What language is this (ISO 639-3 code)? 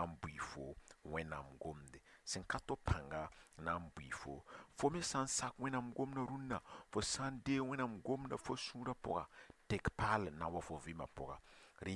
mos